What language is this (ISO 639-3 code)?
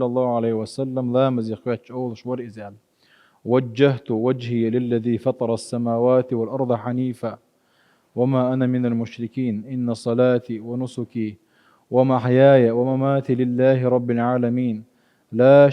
che